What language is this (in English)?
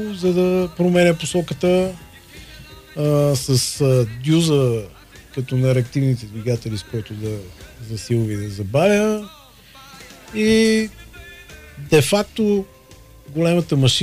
Bulgarian